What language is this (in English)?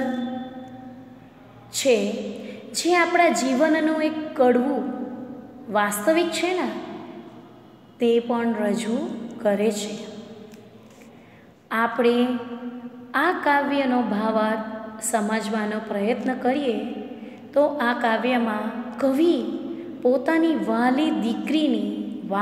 Gujarati